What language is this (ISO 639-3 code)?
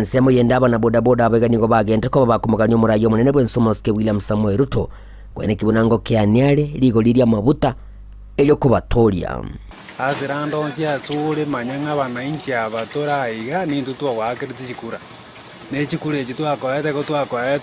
guz